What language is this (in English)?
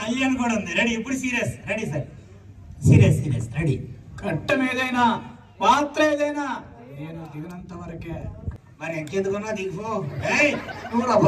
Telugu